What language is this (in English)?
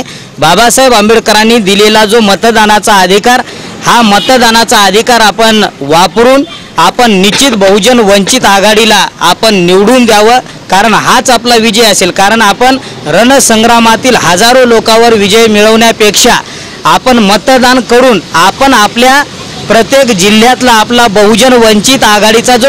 Marathi